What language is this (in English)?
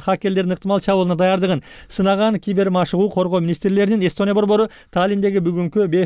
Kyrgyz